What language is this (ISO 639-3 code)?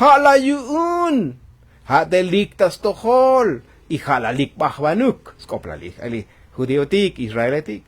tzo